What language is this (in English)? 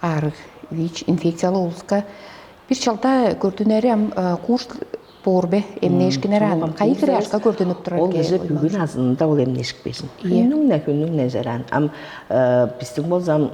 Tuvinian